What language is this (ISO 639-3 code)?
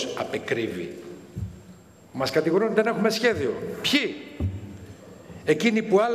ell